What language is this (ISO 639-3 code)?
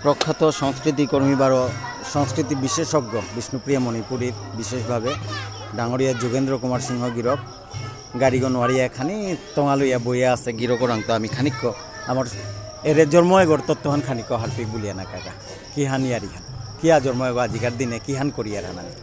bpy